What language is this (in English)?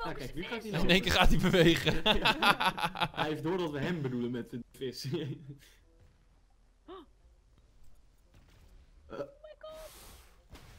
Dutch